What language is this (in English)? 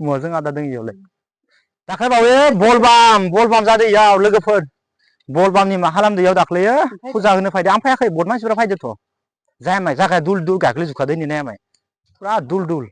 Bodo